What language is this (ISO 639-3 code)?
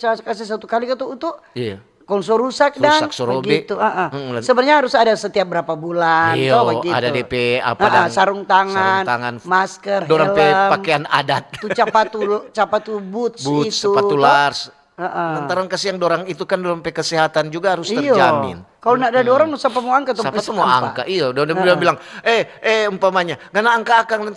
xmm